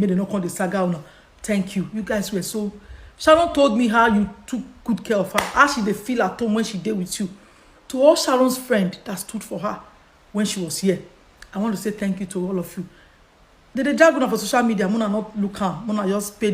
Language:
Nigerian Pidgin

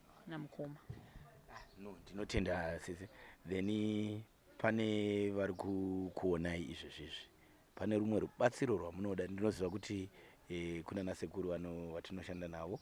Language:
Shona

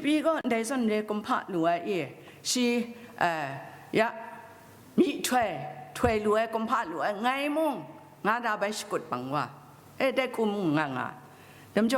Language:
Kachin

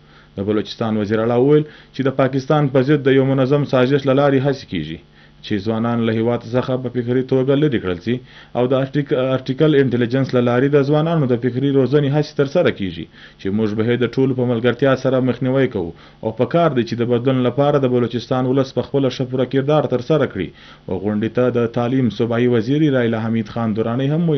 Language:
Pashto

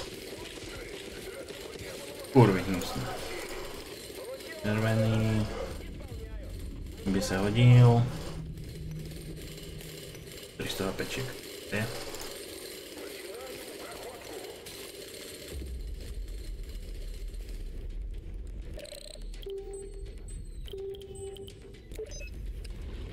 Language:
Slovak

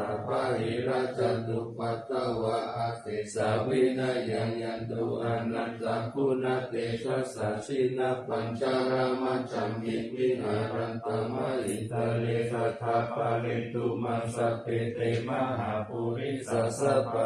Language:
Pali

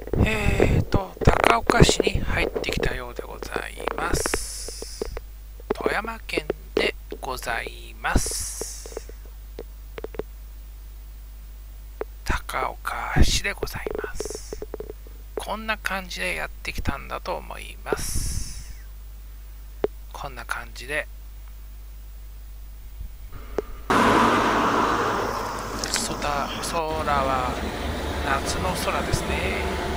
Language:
Japanese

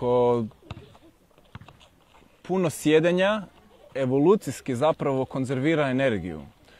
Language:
Croatian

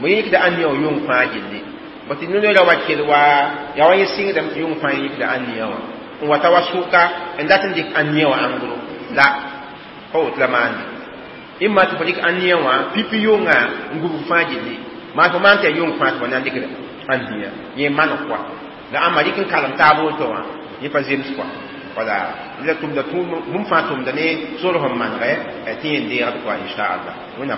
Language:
Mossi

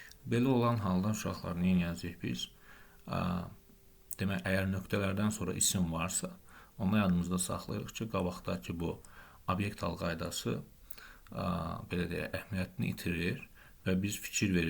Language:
Azerbaijani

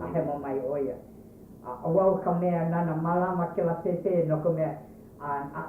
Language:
Hawaiian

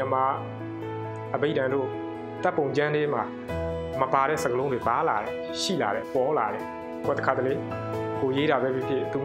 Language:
Burmese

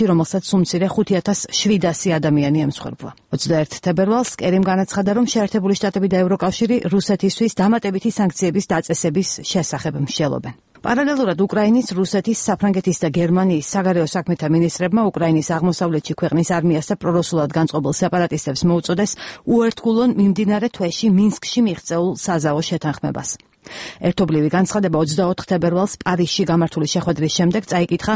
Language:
Georgian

